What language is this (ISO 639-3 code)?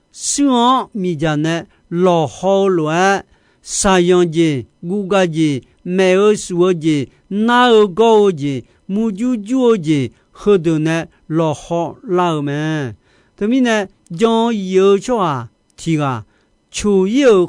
ahk